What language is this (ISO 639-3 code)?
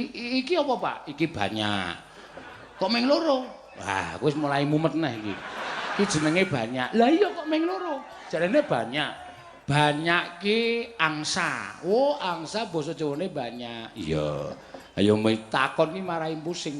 jav